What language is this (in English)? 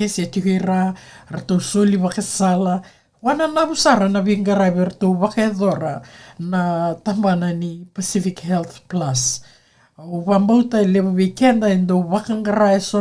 Fijian